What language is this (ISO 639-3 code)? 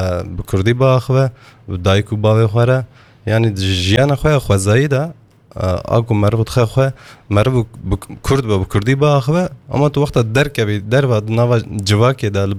kur